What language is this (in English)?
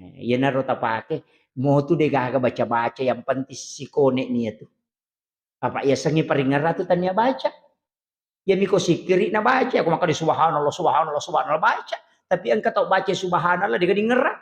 Buginese